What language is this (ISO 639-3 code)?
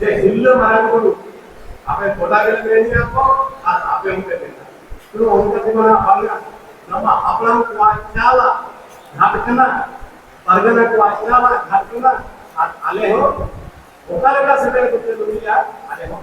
sat